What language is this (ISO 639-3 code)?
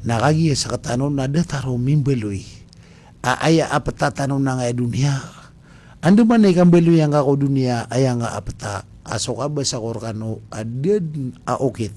mrw